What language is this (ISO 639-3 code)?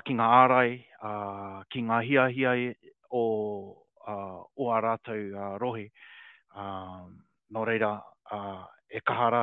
mri